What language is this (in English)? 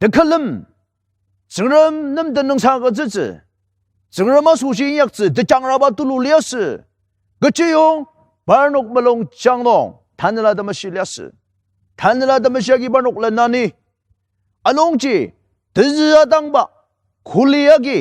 Ao Naga